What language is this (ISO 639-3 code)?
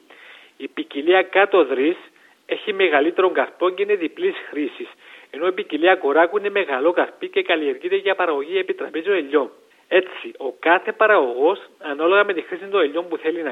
ell